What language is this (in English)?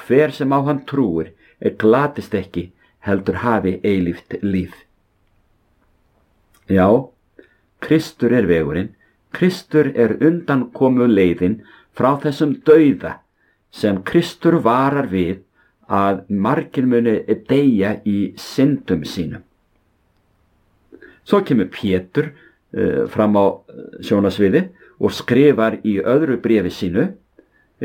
Icelandic